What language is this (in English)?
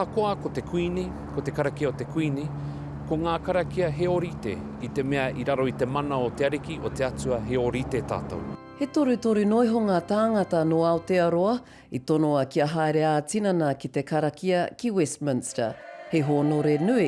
Māori